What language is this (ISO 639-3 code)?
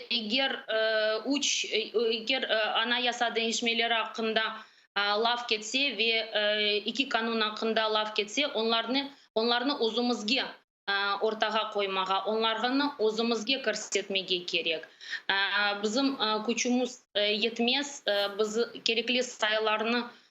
crh